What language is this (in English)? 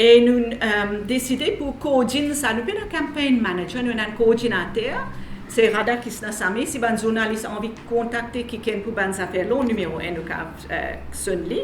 Morisyen